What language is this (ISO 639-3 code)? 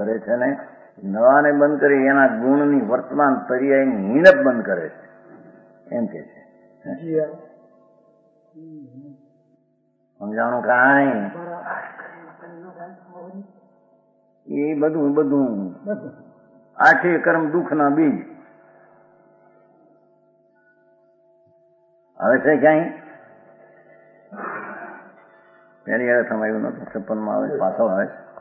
guj